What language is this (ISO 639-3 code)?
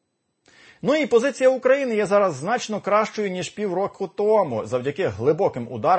ukr